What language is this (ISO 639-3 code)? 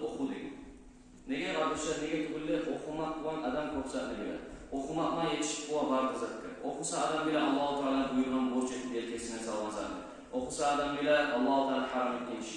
kum